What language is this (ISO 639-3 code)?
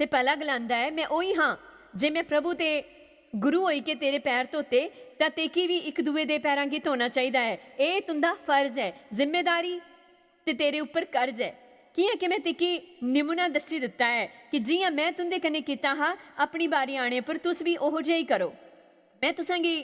doi